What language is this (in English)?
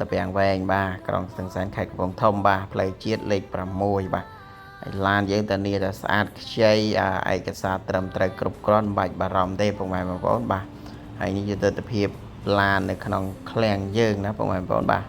Khmer